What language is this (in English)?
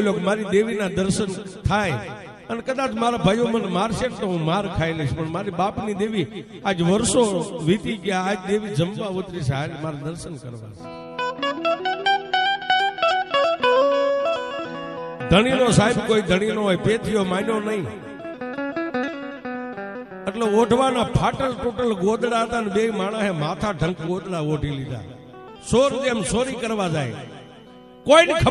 Gujarati